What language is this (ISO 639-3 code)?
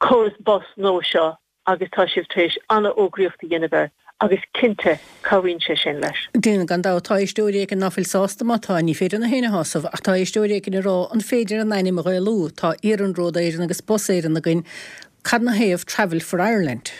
gle